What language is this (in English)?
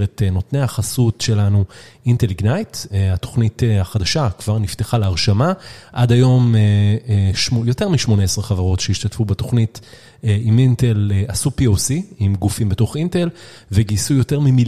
Hebrew